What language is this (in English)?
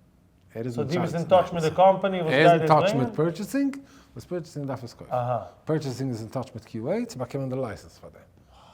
Yiddish